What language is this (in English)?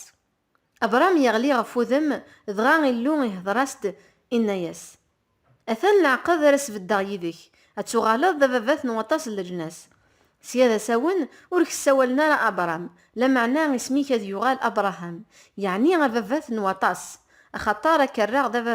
Kabyle